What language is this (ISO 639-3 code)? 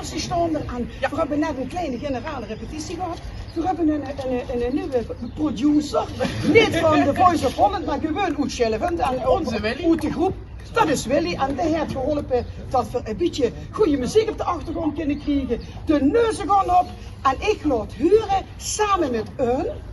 lim